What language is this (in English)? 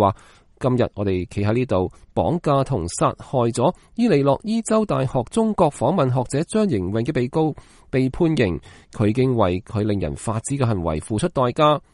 Cantonese